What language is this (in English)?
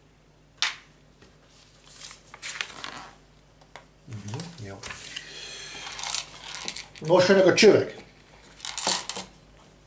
Hungarian